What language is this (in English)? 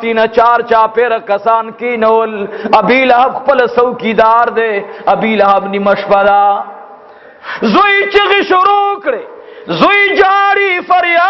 Pashto